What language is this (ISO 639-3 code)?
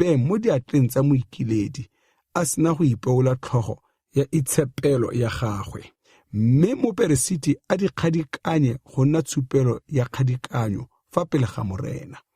tsn